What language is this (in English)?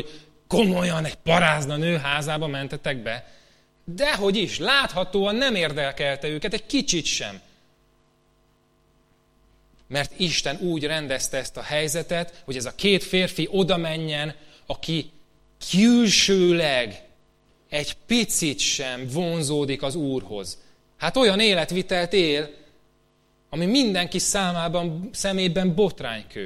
Hungarian